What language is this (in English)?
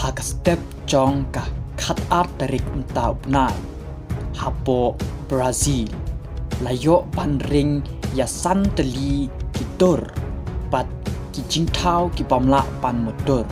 Khasi